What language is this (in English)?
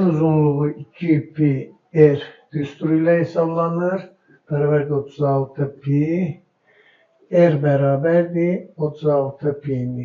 Azerbaijani